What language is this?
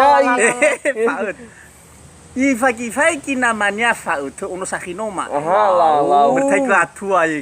Nias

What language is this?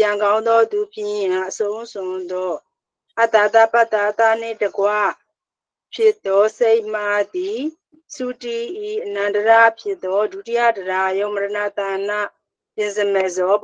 Burmese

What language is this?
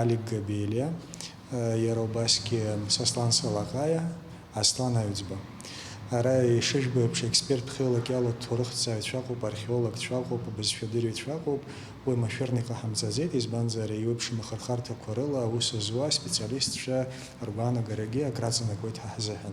Abkhazian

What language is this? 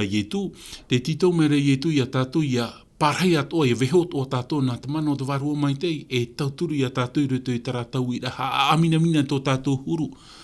Tahitian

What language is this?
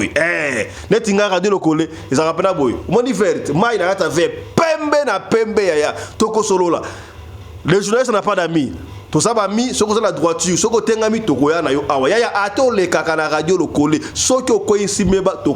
Lingala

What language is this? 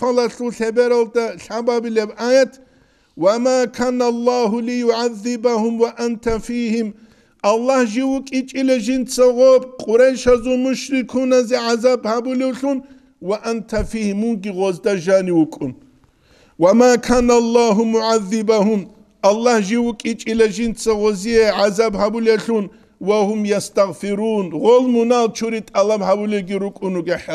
Avaric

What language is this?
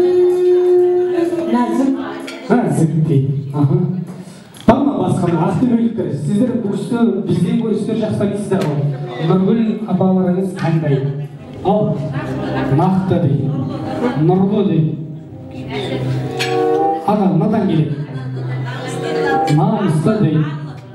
Kazakh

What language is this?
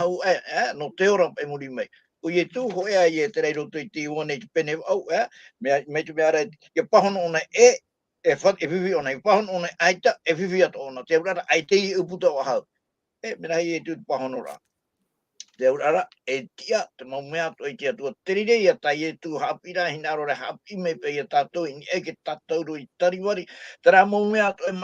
Tahitian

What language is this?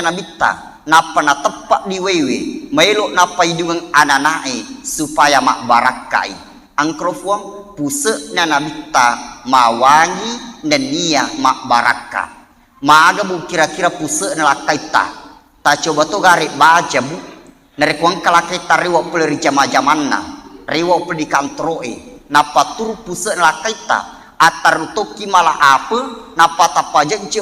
Buginese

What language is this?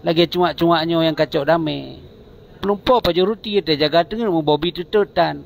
Achinese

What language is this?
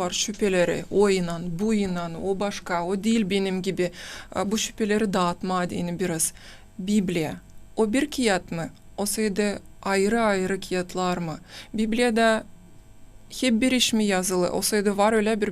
Gagauz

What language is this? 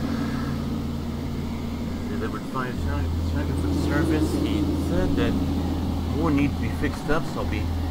English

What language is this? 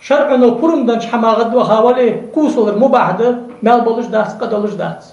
Ingush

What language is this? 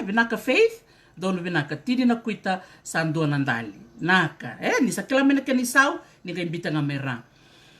Fijian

